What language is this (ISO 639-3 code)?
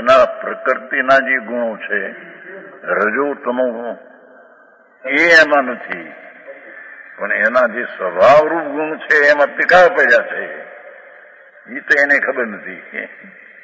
guj